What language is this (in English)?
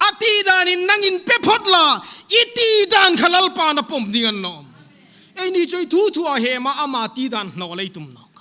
Hmar